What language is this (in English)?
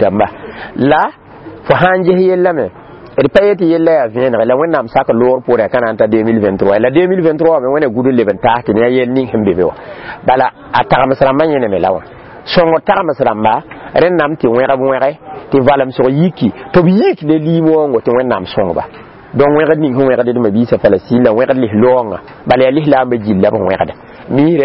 Mossi